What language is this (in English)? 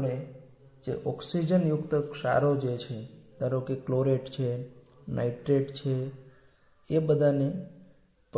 Gujarati